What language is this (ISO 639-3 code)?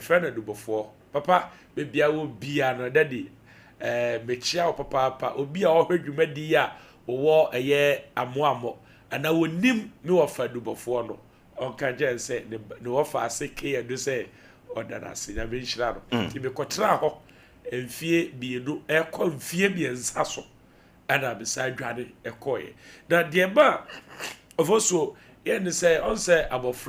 aka